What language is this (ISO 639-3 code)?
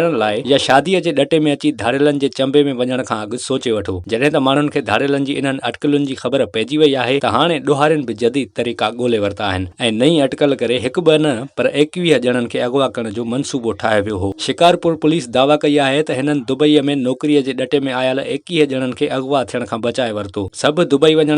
snd